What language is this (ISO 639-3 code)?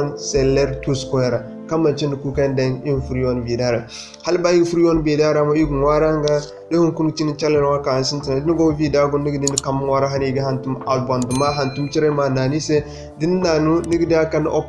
dje